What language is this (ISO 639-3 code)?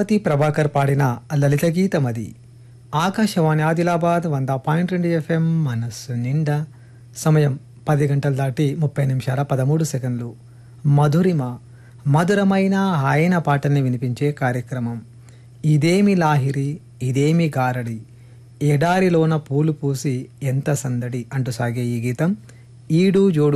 tel